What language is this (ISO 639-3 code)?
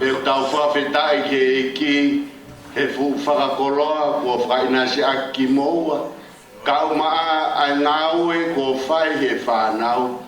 ton